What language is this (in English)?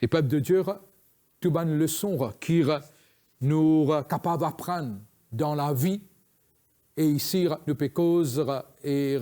Morisyen